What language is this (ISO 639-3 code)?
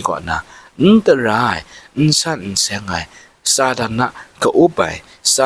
kac